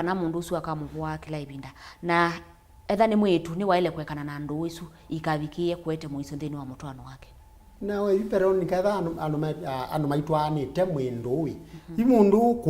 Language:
Kamba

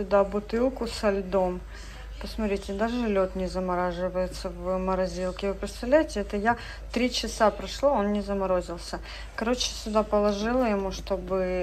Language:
Russian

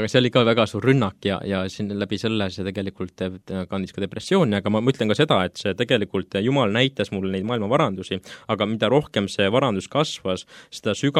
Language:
Estonian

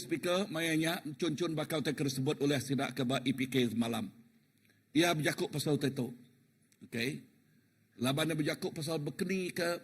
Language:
Iban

